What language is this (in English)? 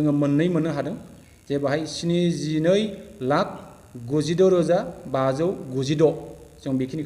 Bodo